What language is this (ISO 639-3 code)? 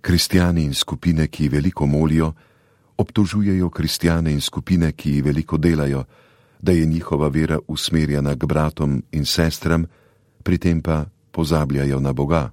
slv